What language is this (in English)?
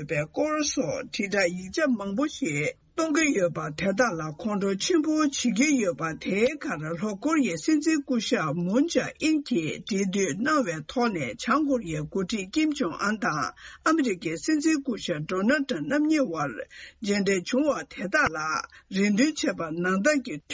Tibetan